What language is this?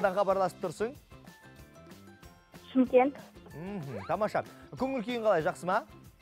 Kazakh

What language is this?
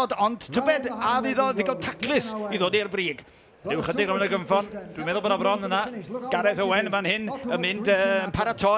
Welsh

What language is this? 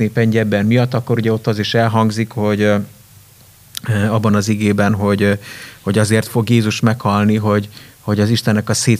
Hungarian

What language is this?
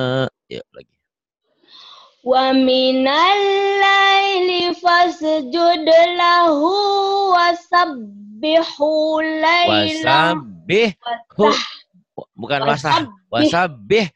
Indonesian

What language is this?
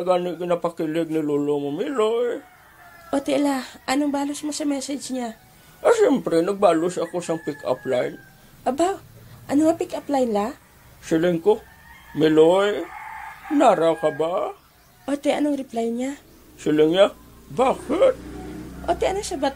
Hiligaynon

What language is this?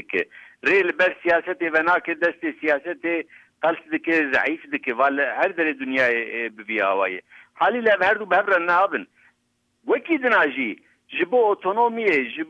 Kurdish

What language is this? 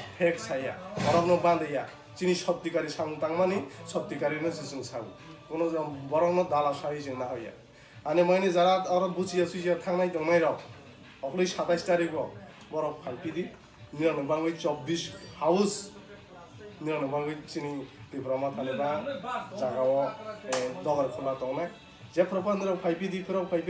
Kok Borok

